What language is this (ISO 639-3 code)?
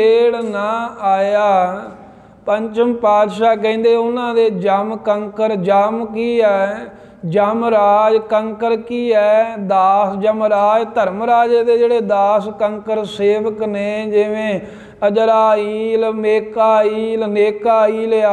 pan